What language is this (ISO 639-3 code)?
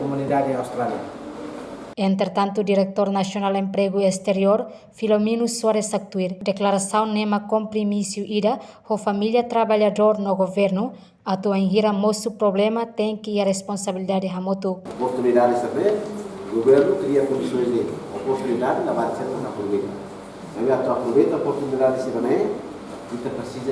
tet